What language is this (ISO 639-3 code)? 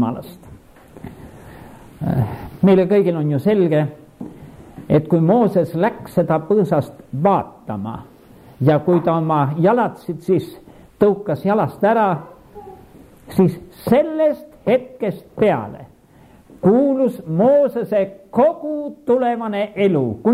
est